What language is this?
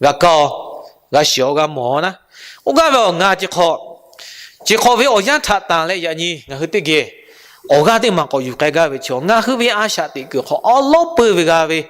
Lahu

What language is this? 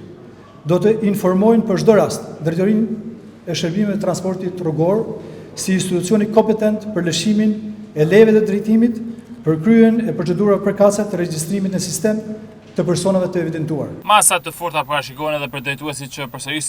Albanian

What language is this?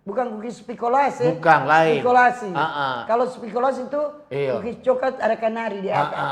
Manado Malay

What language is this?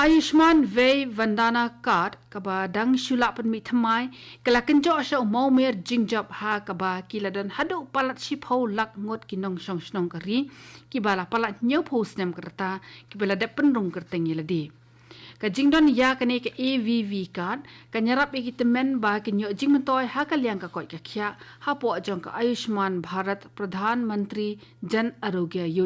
Khasi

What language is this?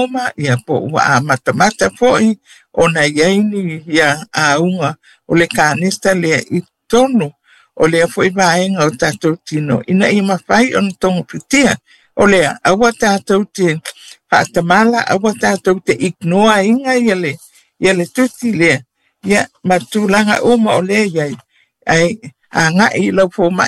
Samoan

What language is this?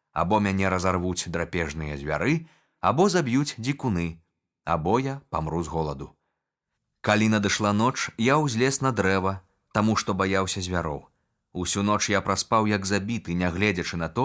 Belarusian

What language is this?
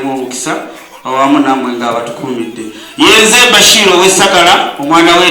Ganda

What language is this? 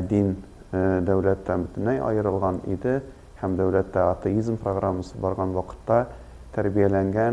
Tatar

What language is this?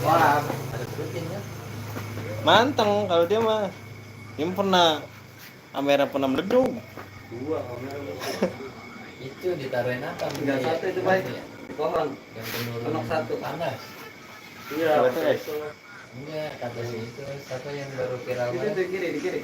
Betawi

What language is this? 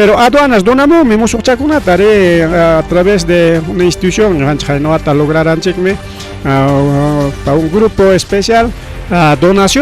Ayacucho Quechua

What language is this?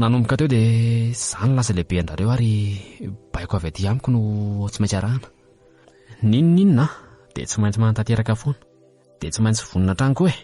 Malagasy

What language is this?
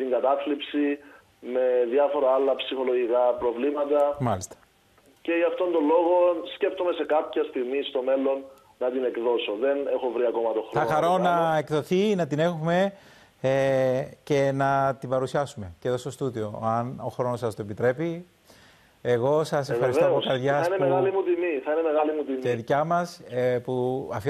Greek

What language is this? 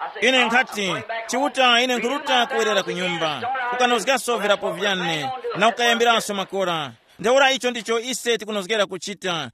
Tumbuka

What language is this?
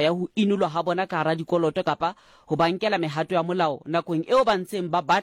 Southern Sotho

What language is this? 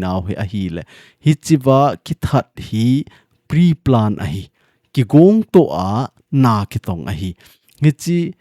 Thado Chin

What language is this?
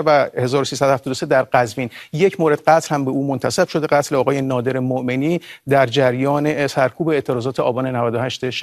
Persian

